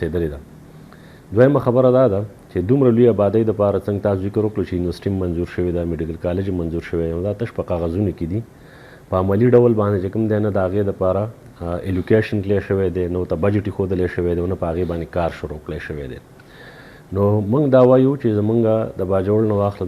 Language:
Pashto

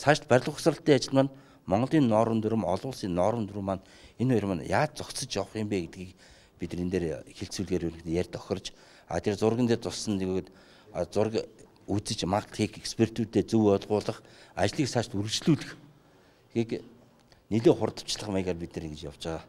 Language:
Mongolian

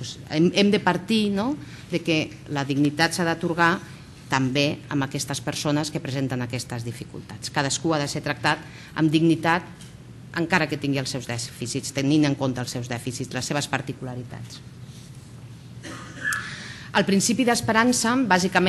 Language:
Catalan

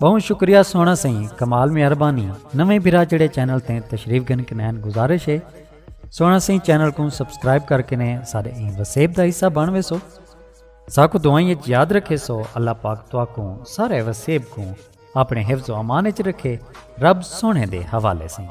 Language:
Saraiki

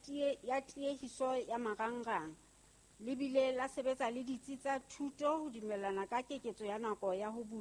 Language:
Southern Sotho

